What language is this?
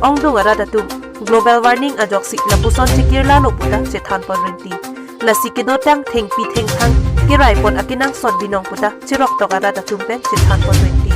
Karbi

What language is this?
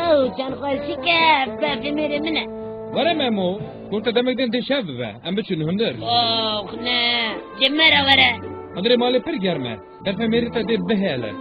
Kurdish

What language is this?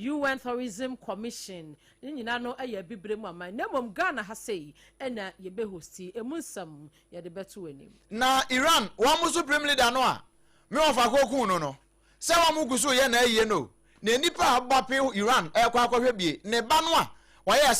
Akan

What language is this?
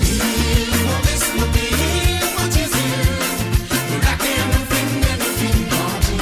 Morisyen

